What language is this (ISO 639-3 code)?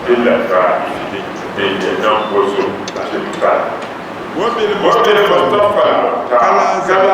dag